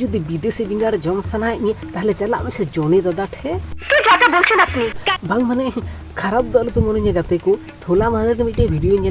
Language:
Santali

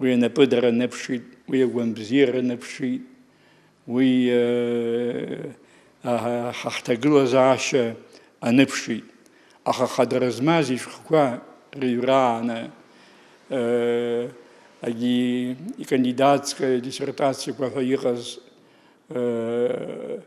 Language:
Abkhazian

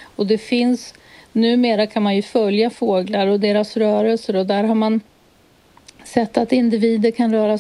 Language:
Swedish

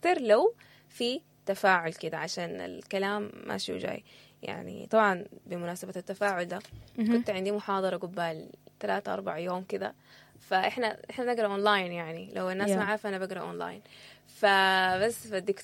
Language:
Sudanese Arabic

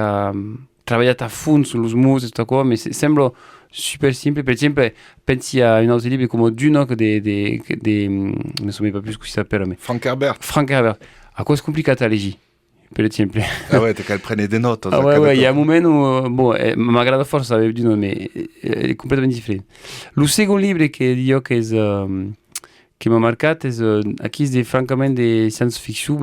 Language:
Occitan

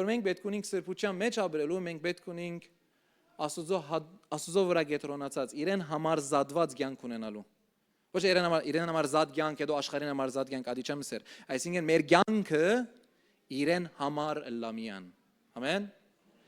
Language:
Western Armenian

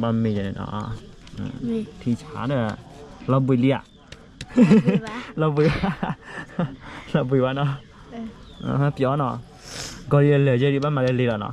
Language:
S'gaw Karen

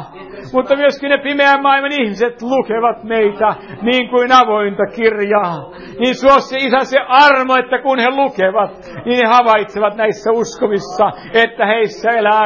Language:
Finnish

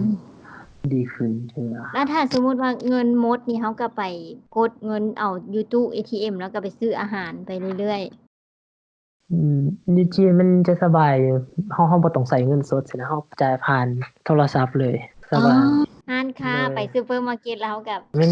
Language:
Lao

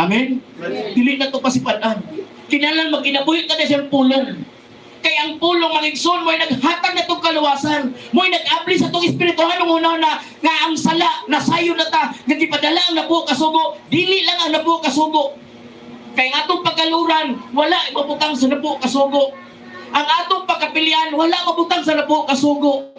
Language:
Cebuano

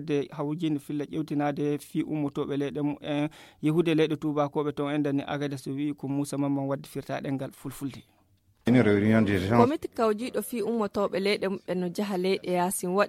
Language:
Fula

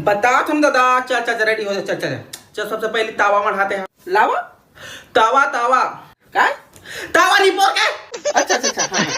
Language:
Chhattisgarhi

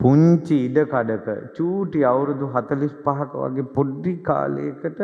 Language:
Sinhala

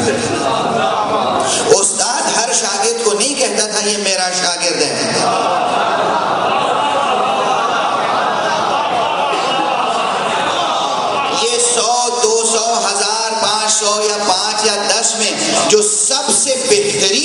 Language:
Urdu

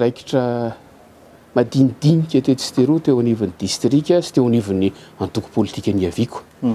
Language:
Malagasy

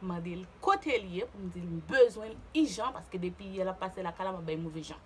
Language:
Haitian Creole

